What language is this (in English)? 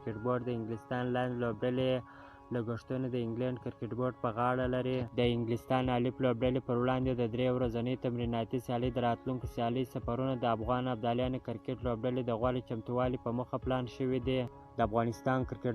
Pashto